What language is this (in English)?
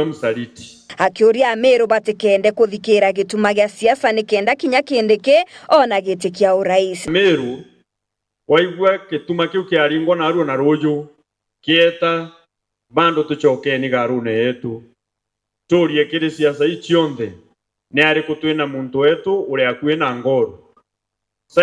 Meru